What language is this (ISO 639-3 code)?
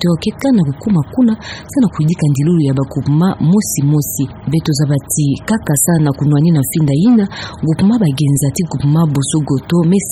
ktu